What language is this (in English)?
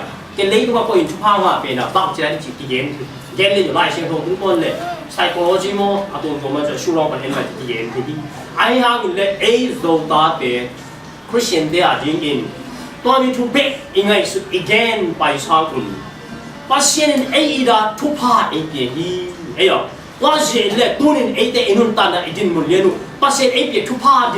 Tedim Chin